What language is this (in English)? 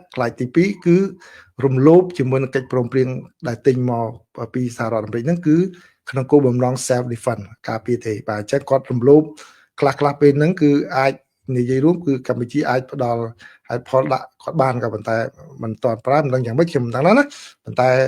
Khmer